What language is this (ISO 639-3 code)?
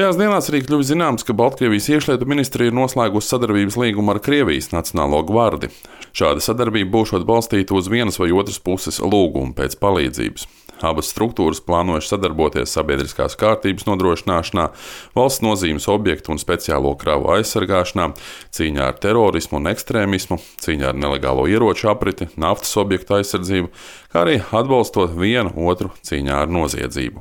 lav